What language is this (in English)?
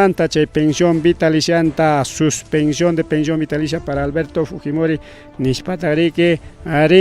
Ayacucho Quechua